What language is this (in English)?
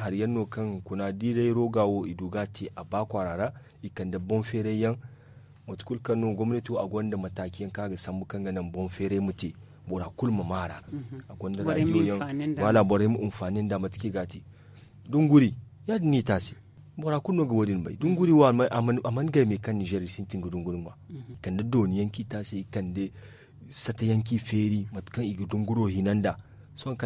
Zarma